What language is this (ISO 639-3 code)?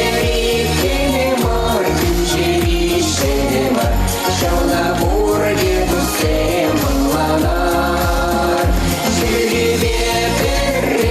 chv